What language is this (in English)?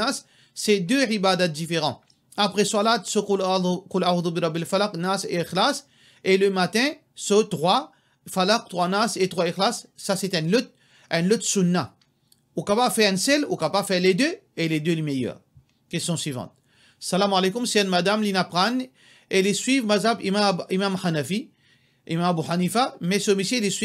Morisyen